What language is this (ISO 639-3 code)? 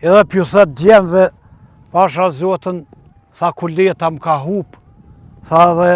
sqi